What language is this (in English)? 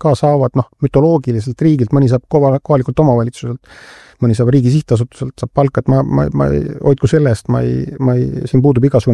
Estonian